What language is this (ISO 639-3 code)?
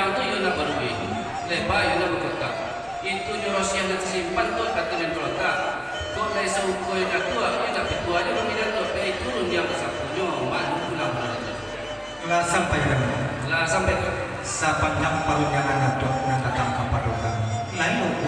min